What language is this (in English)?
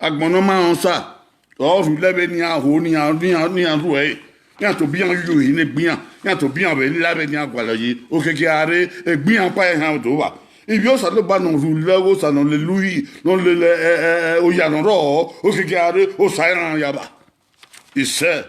Bini